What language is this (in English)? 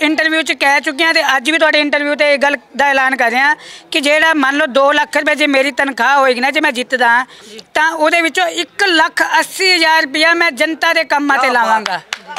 Punjabi